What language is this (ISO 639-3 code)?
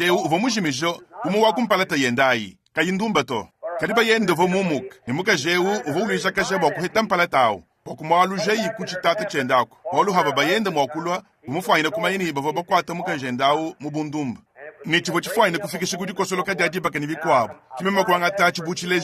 lua